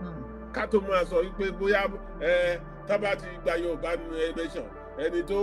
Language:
Yoruba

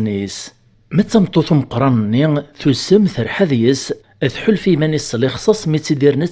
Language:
Kabyle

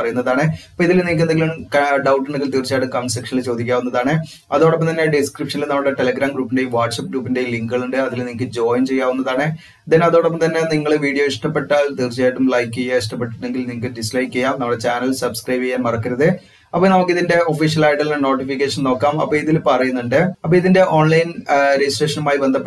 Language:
Malayalam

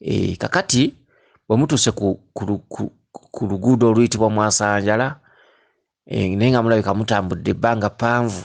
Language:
Ganda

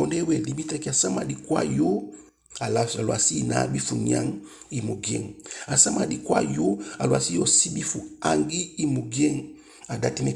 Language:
Eastern Maroon Creole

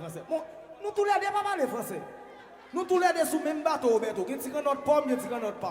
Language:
Haitian Creole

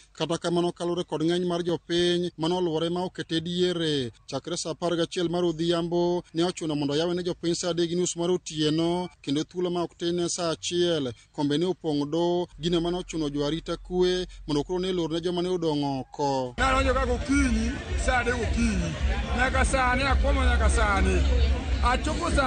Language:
Luo (Kenya and Tanzania)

